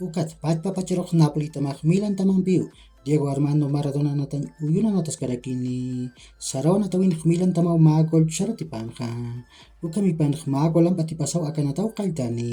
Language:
Aymara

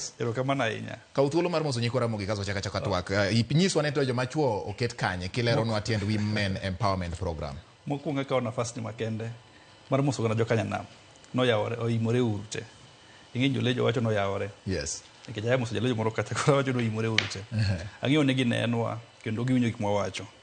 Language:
Luo (Kenya and Tanzania)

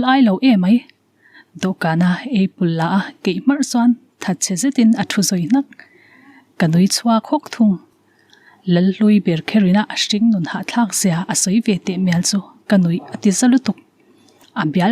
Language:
Mizo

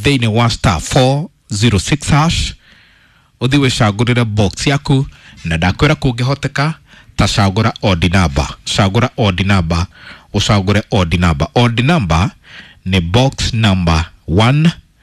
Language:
Kikuyu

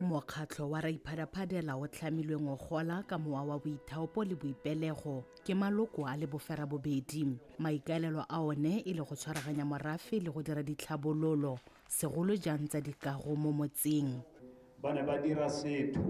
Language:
Tswana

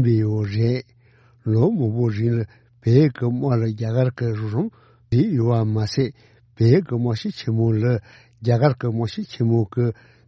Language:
Tibetan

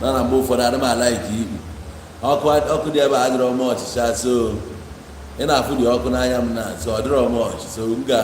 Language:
Igbo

